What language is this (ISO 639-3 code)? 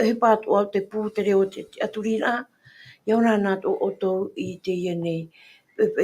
tah